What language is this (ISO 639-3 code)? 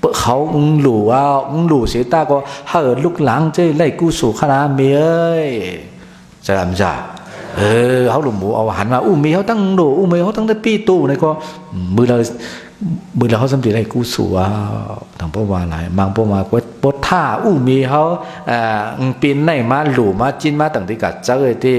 shn